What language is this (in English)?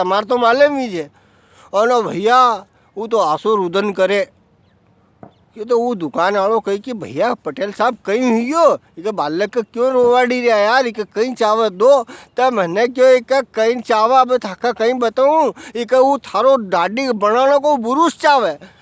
Rajasthani